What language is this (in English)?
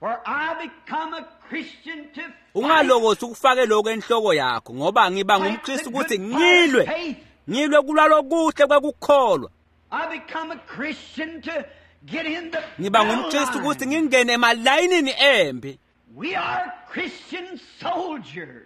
Swati